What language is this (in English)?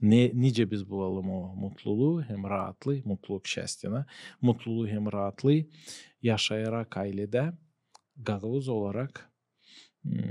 Gagauz